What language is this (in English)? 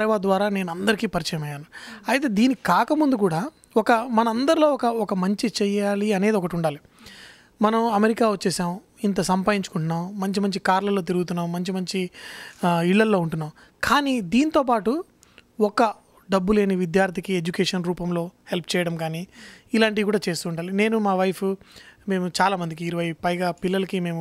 Telugu